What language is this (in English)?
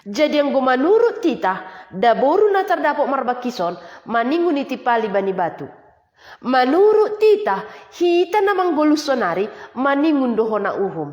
Batak Simalungun